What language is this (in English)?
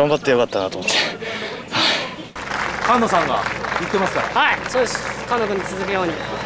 Japanese